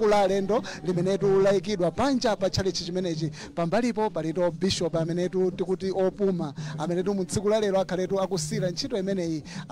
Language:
Nyanja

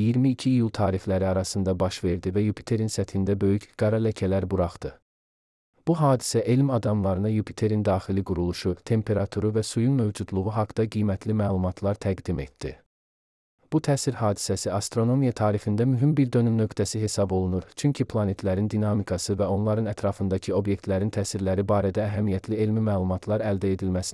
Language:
Azerbaijani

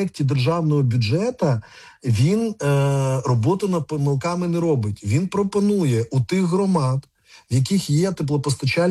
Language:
Ukrainian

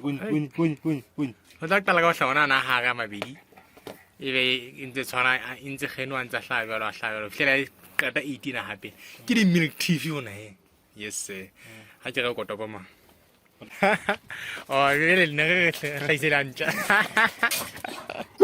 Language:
Southern Sotho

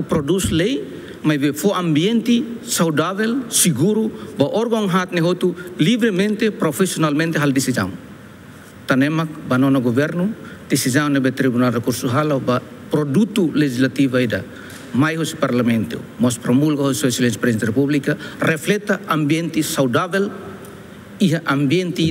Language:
Tetum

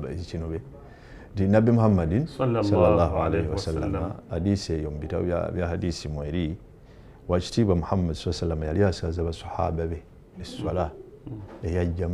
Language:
Ganda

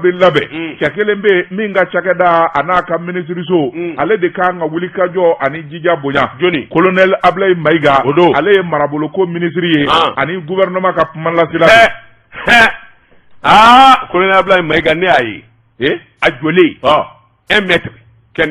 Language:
Bambara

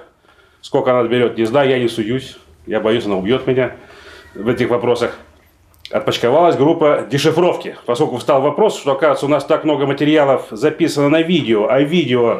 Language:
Russian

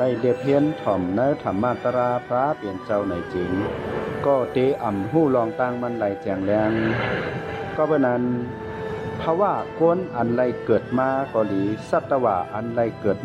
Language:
Shan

